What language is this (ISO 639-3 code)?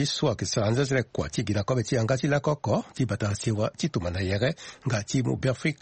sag